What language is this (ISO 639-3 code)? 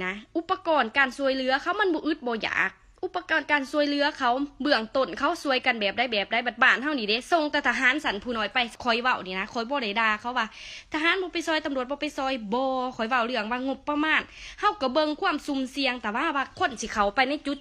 lao